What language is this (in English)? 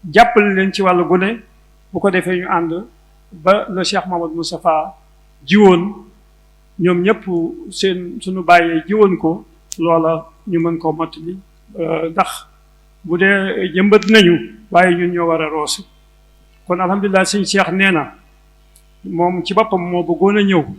Wolof